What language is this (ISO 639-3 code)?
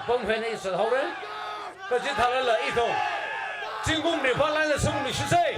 nmf